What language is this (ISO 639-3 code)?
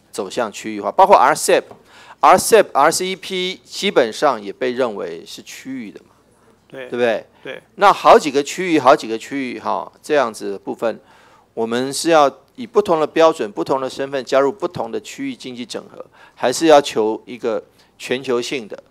zho